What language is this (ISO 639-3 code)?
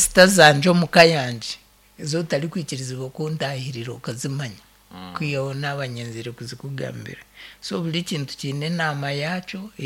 nyn